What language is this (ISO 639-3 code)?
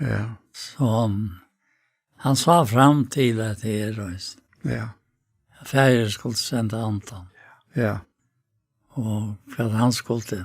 fao